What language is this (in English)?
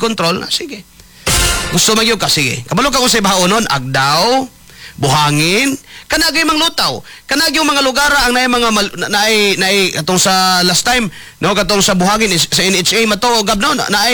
Cebuano